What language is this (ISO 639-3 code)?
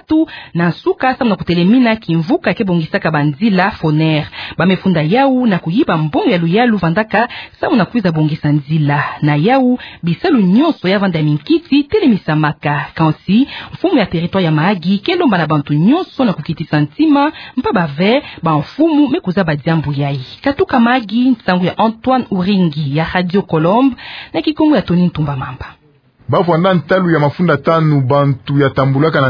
ktu